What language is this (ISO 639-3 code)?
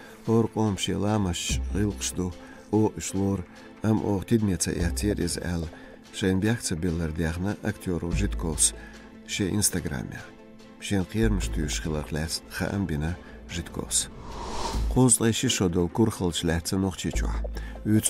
che